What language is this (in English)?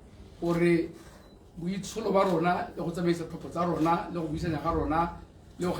Tswana